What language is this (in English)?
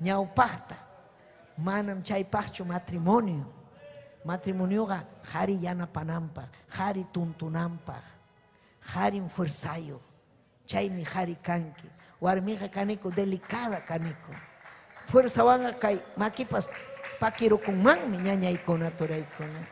Ayacucho Quechua